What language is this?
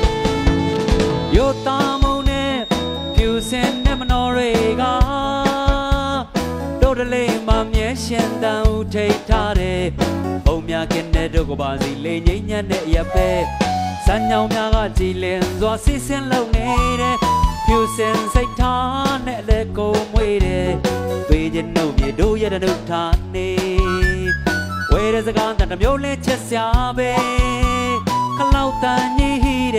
Burmese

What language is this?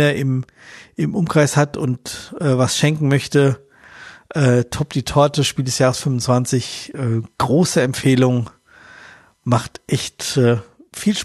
German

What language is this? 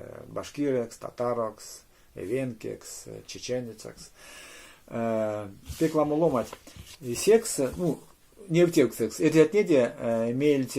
Erzya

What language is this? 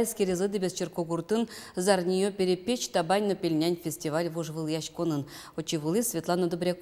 Udmurt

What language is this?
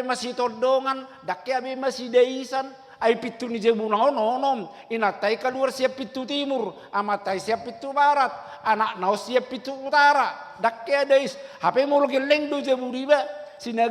Batak Toba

